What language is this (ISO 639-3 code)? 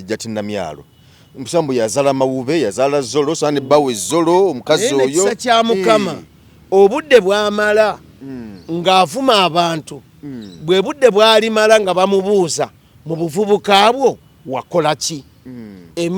lug